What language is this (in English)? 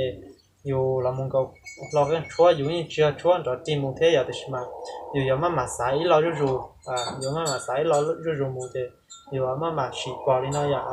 Hmong